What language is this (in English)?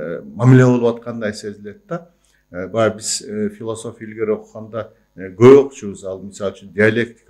Kyrgyz